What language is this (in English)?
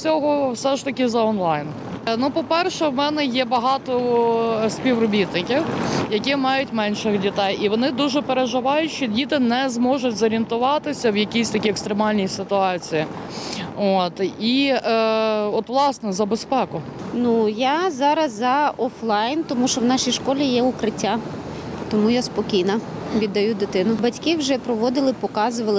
Ukrainian